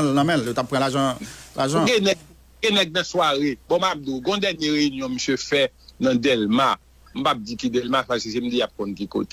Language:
Haitian Creole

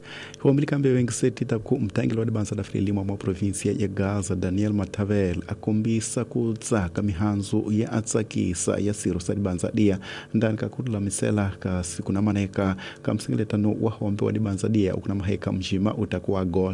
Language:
Tsonga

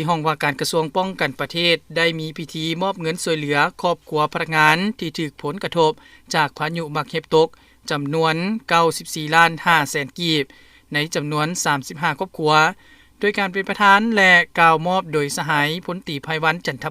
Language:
Lao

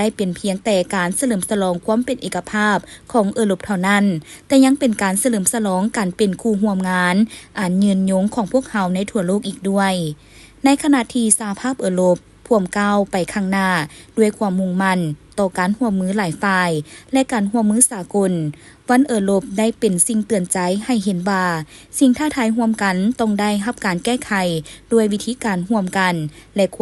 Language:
Lao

